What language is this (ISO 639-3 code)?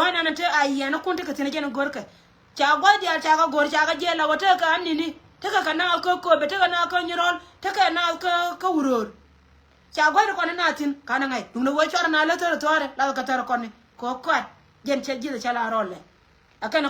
nus